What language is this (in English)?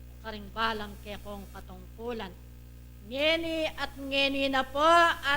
Pampanga